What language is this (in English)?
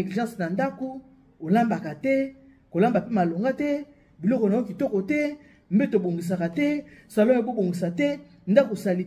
Lingala